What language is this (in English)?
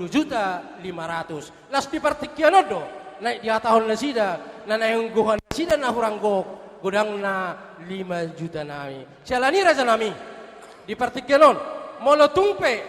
Batak Toba